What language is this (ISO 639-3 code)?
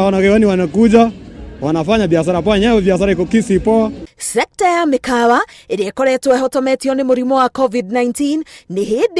kik